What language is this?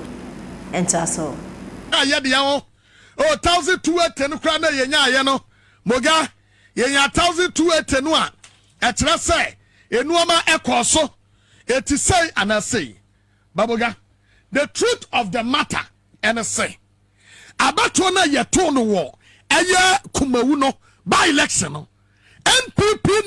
Akan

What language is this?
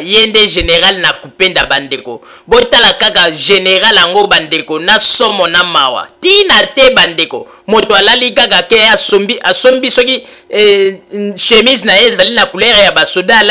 Lingala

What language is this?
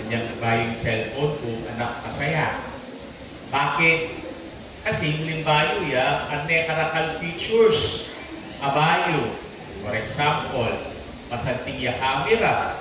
Pampanga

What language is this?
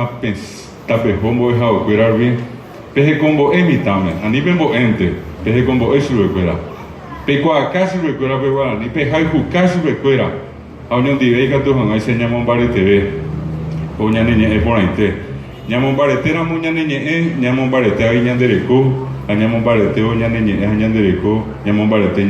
Guarani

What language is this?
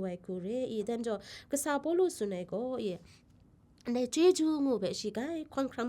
Kachin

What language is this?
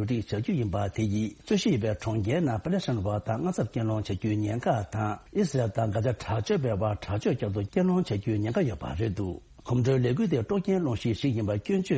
Tibetan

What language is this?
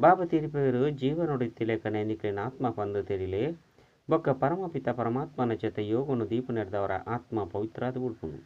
Tulu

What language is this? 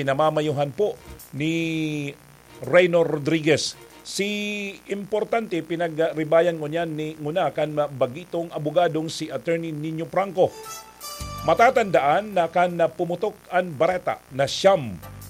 Bikol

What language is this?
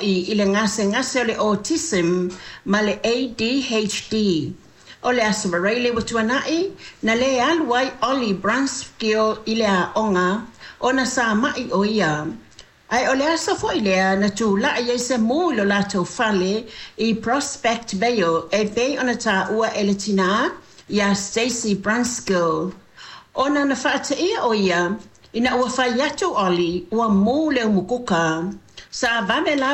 Samoan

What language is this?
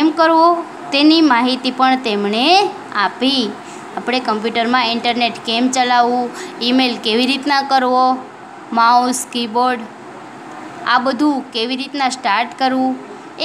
Gujarati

